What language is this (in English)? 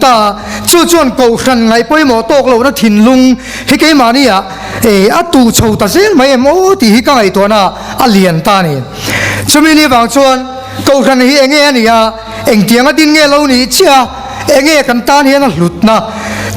Mizo